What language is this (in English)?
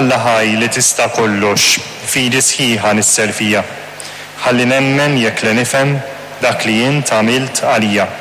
Maltese